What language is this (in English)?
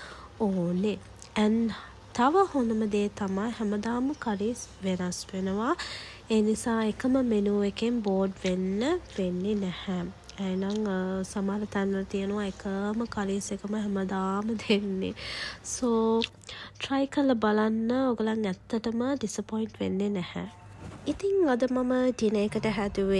Sinhala